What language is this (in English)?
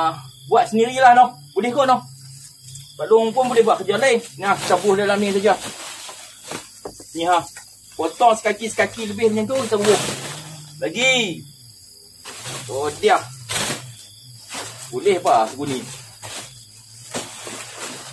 Malay